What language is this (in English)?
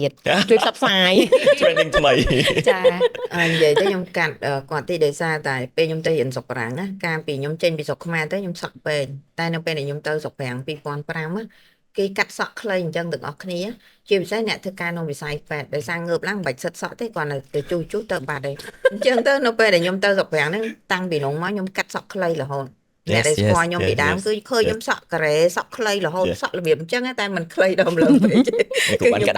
Khmer